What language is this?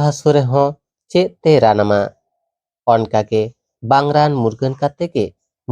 Santali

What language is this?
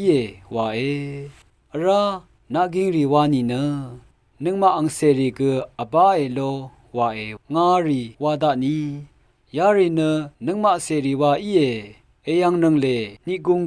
Rawang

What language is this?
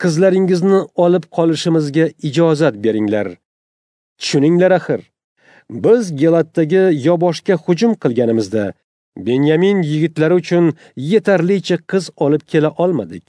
Uzbek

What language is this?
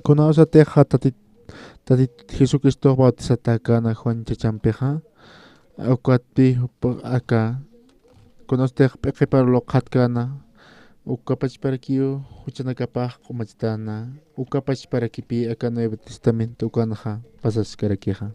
Aymara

